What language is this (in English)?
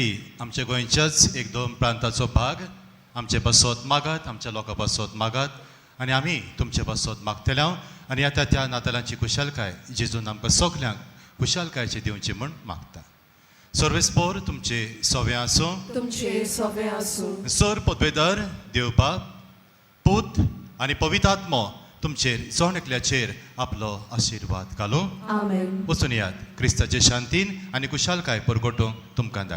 Konkani